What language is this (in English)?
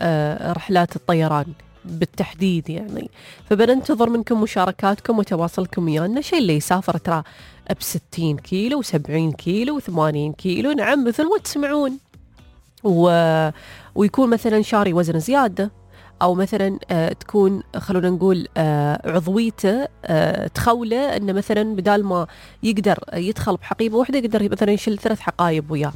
Gulf Arabic